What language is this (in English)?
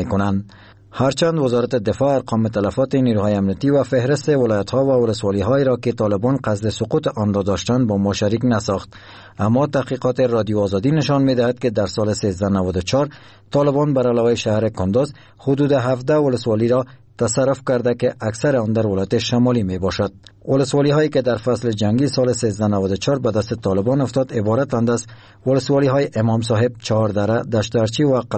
Persian